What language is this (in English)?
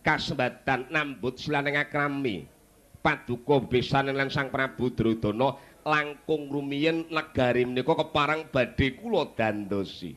Javanese